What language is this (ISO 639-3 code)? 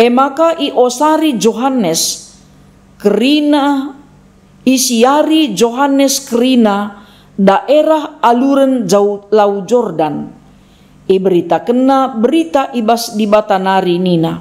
btx